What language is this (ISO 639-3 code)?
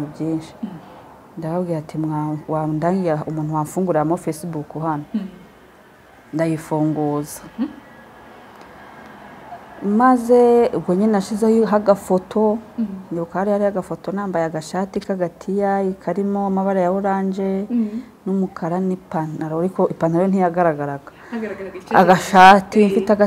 kin